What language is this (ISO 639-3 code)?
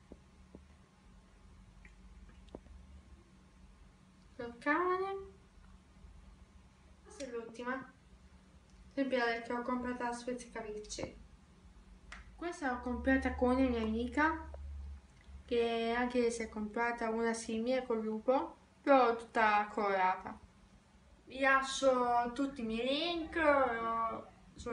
ita